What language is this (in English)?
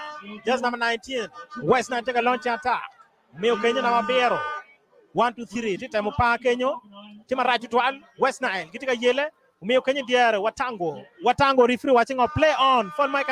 Acoli